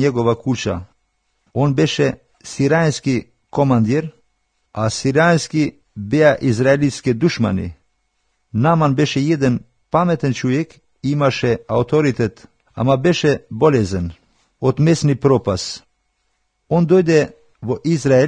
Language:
Macedonian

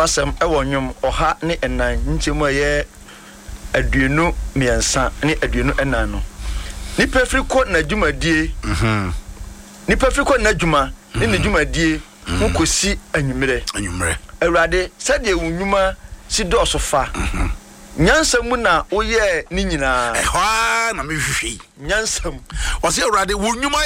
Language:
Akan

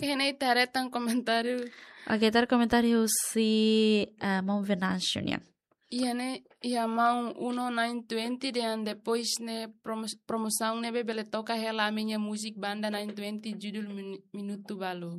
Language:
Tetum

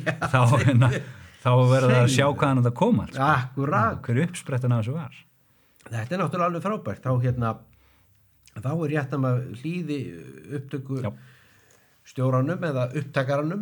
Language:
Icelandic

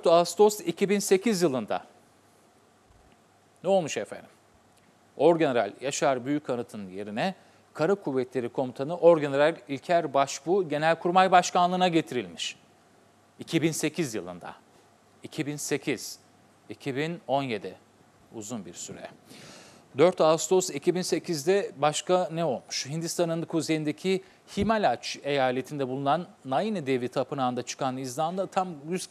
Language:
Turkish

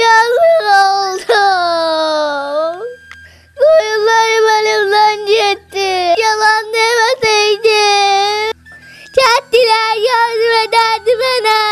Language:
South Azerbaijani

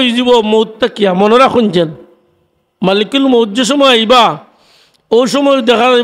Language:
Sylheti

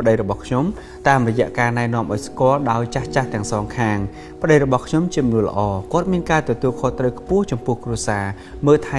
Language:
Khmer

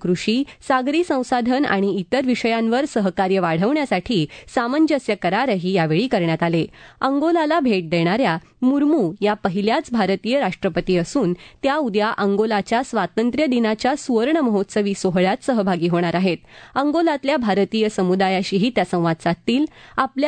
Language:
Marathi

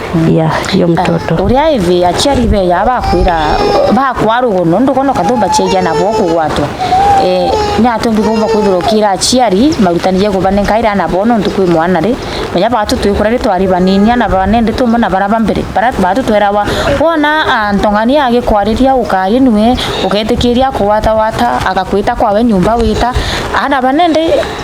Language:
Meru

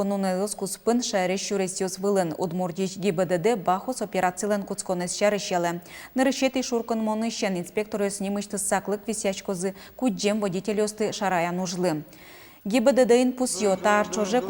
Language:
Udmurt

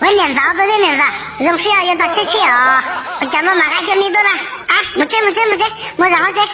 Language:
Hmong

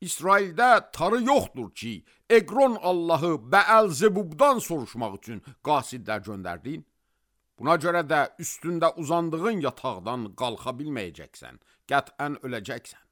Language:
Azerbaijani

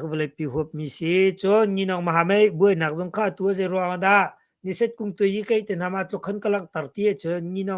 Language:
Hakha Chin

